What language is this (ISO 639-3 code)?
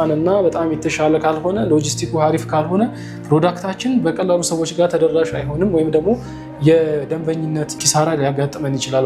amh